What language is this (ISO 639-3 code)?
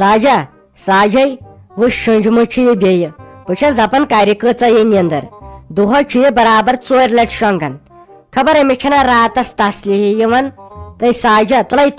kas